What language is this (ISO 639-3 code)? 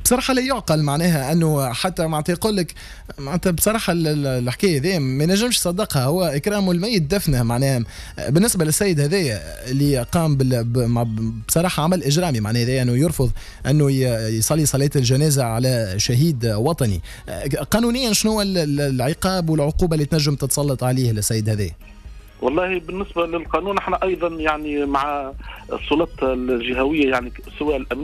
aeb